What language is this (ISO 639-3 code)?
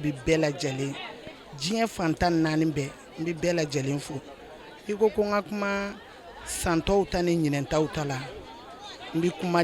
bam